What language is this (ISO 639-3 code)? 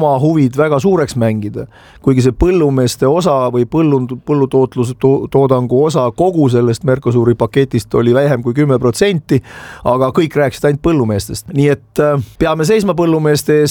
est